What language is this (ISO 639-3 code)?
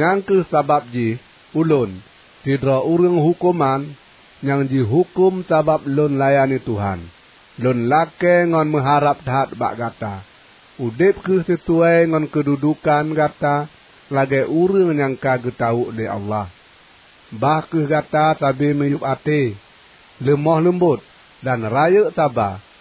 ace